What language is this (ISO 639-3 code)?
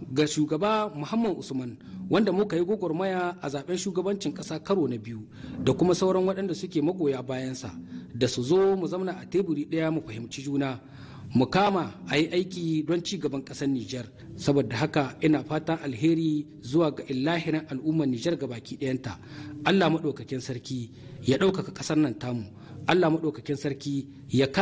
hau